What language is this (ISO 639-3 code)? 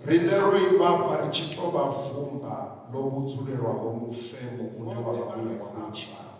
ven